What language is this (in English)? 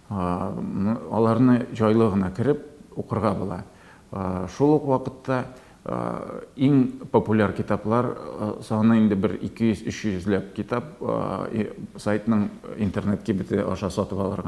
Tatar